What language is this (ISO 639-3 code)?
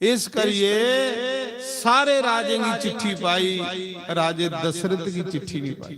doi